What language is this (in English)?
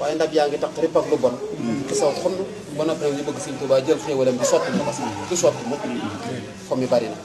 Wolof